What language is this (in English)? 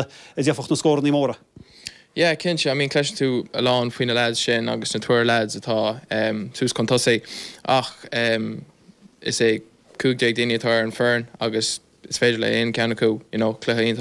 Irish